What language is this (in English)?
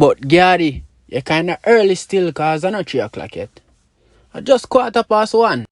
Jamaican Creole English